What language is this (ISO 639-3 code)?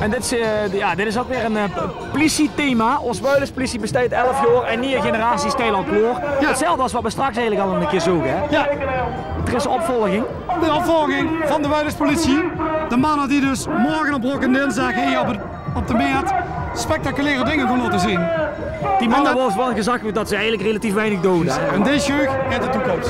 lim